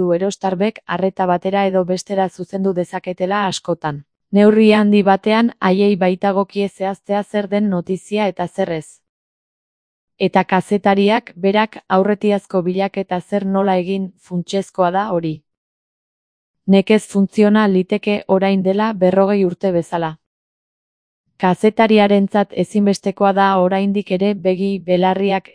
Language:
Basque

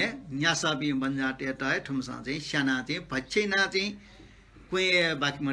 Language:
Newari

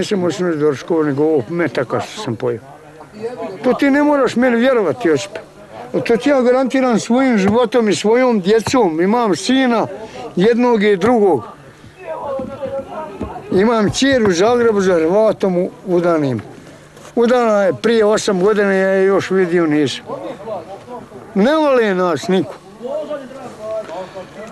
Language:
Bosnian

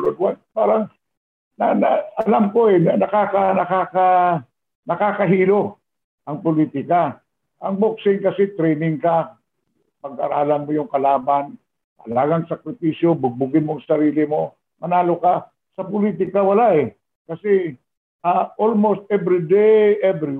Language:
Filipino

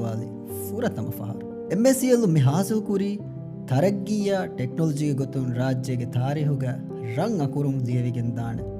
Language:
Divehi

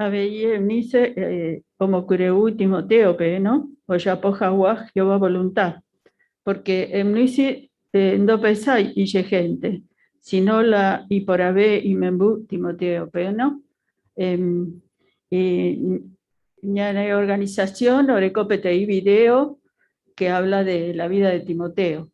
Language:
Guarani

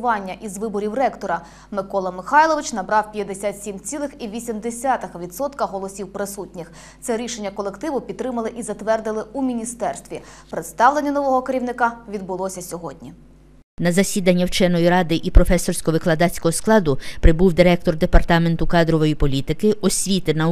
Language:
Ukrainian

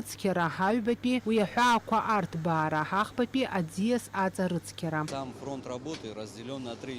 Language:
Abkhazian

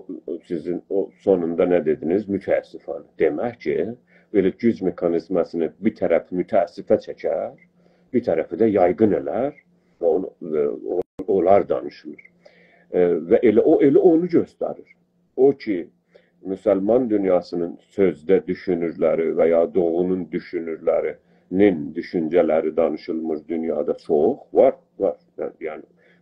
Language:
South Azerbaijani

